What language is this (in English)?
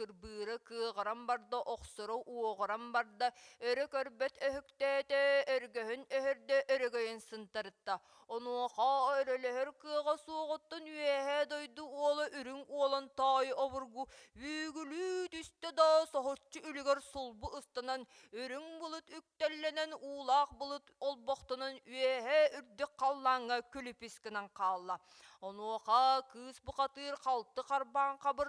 Yakut